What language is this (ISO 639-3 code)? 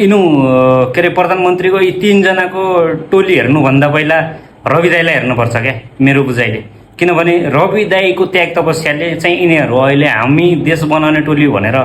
nep